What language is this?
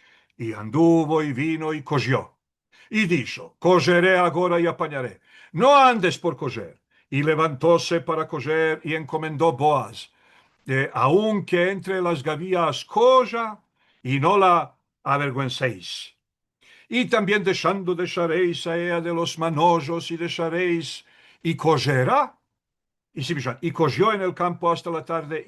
Ladino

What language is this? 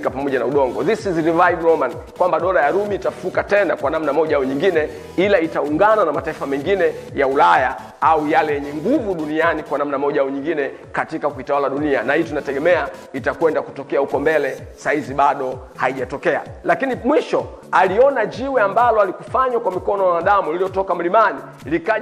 Swahili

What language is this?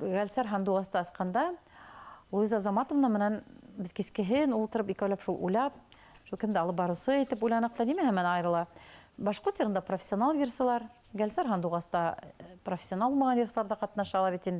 Bashkir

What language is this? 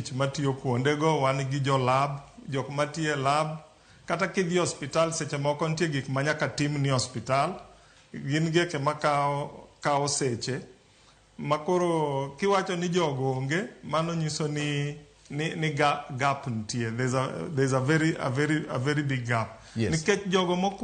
Luo (Kenya and Tanzania)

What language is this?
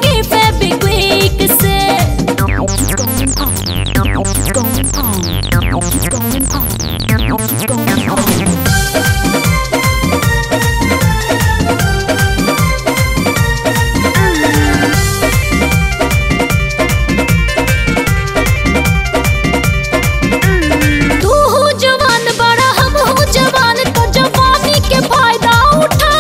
Bhojpuri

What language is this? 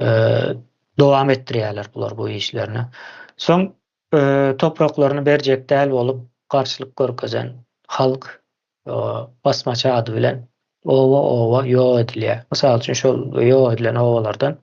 Turkmen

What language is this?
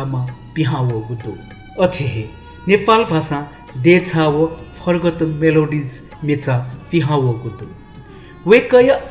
Newari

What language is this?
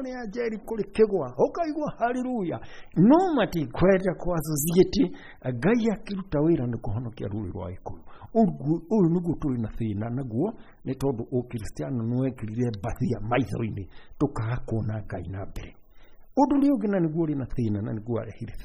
Kikuyu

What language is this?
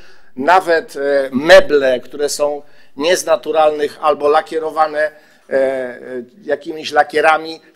Polish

